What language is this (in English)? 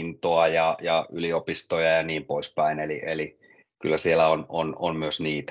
Finnish